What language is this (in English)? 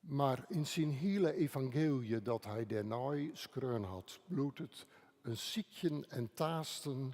Western Frisian